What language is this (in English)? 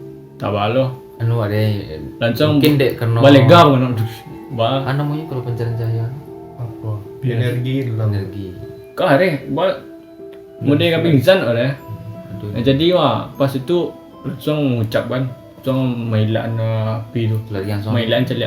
Minangkabau